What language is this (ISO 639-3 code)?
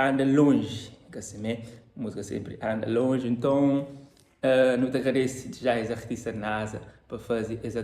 kea